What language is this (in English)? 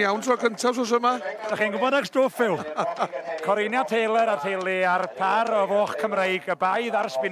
Welsh